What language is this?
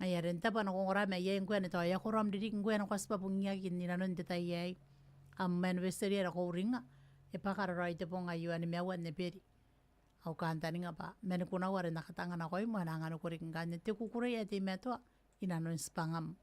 Gilbertese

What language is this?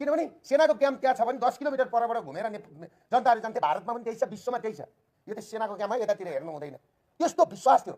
Nepali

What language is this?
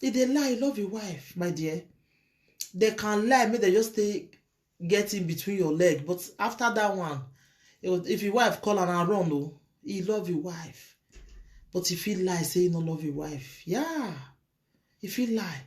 Nigerian Pidgin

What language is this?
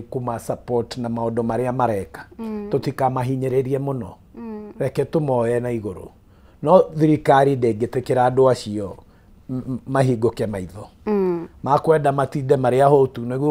Kikuyu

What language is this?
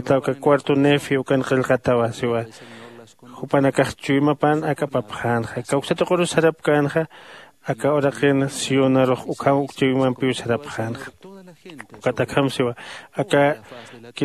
Aymara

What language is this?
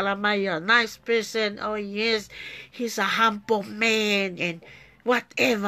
Tongan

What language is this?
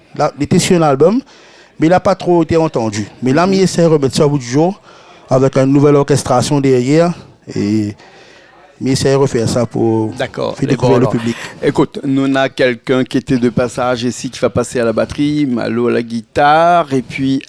Réunion Creole French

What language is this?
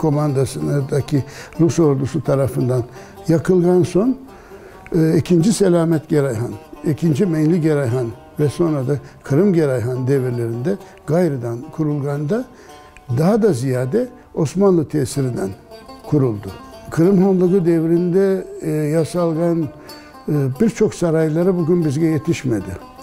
Crimean Tatar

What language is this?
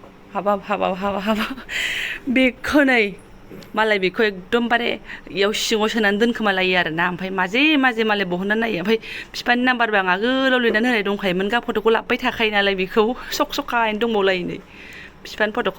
Bodo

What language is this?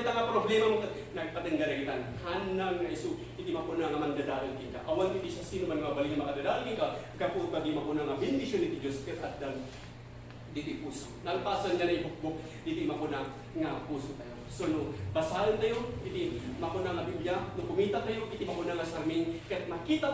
Iloko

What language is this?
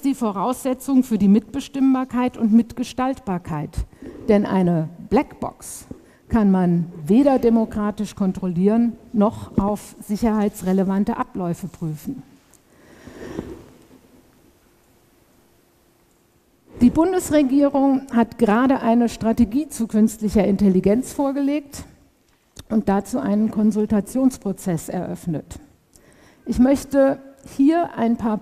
German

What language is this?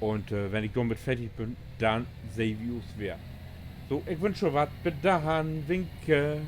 Low German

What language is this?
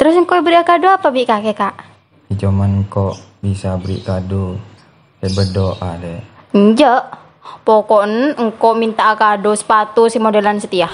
Madurese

